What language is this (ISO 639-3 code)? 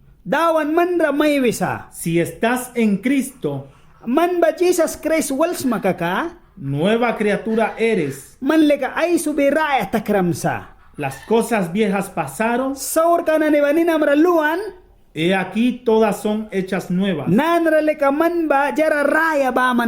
miq